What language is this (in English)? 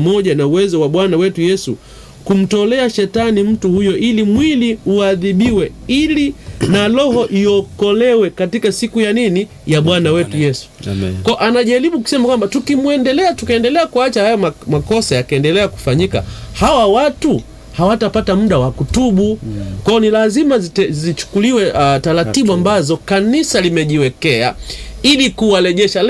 Swahili